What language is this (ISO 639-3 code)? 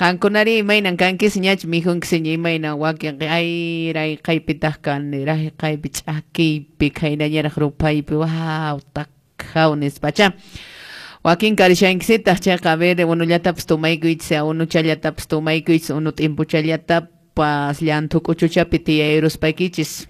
que